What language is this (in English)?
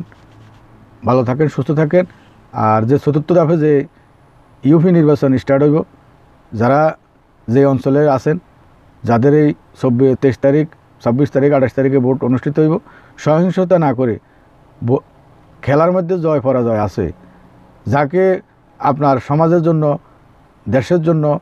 Bangla